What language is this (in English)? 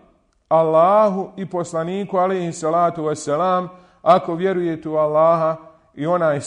Bosnian